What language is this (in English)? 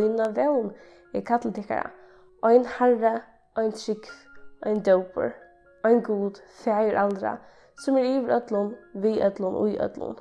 Faroese